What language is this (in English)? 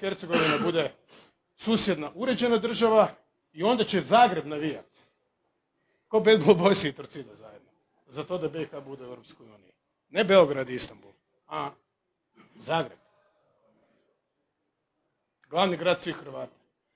Croatian